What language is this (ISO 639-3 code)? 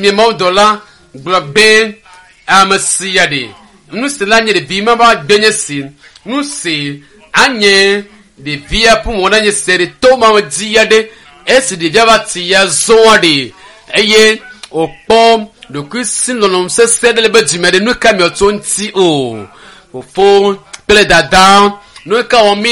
ewe